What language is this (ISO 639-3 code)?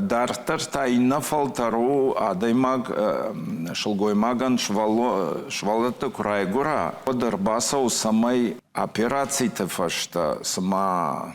oss